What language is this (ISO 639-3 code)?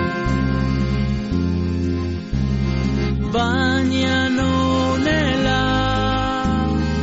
eus